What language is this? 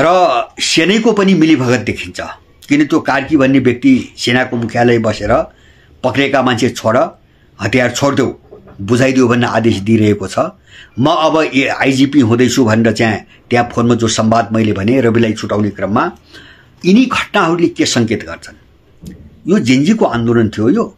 Nepali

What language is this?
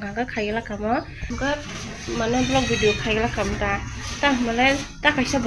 Kok Borok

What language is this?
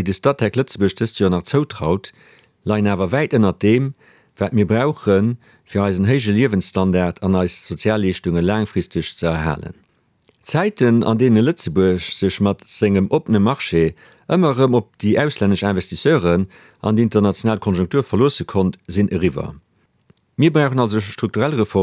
Luxembourgish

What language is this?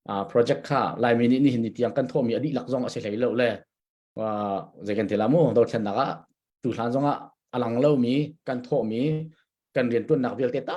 Hakha Chin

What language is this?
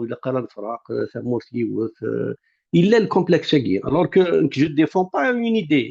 Kabyle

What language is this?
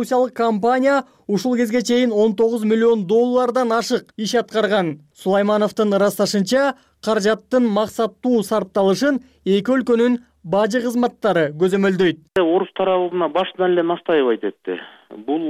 Kyrgyz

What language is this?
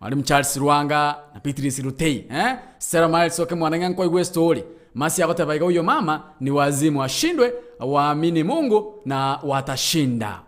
Gusii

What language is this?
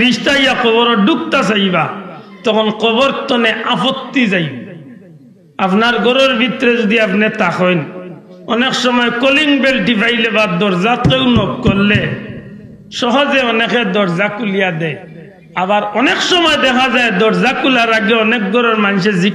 Sylheti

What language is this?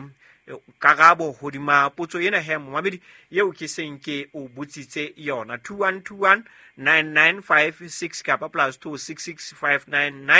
Southern Sotho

